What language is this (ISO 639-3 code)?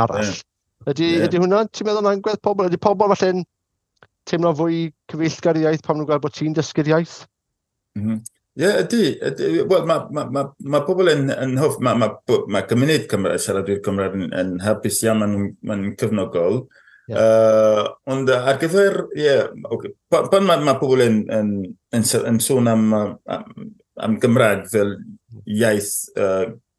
cym